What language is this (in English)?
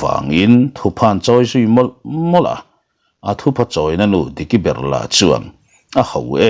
Mizo